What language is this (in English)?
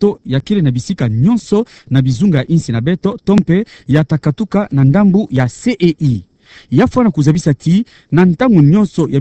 Kituba (Democratic Republic of Congo)